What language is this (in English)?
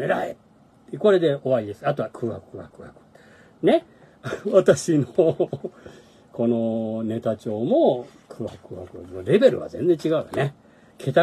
Japanese